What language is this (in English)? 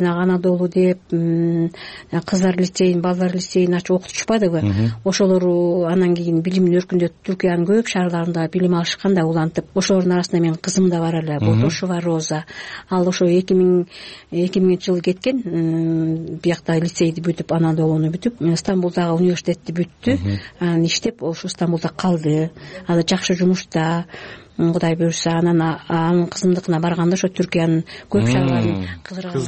Kyrgyz